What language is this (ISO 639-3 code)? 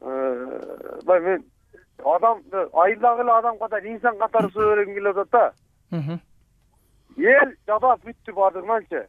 kir